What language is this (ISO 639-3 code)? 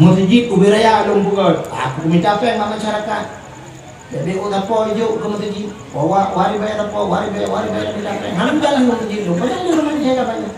ace